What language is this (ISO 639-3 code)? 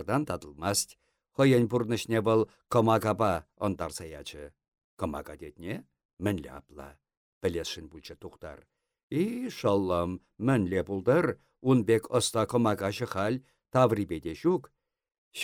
chv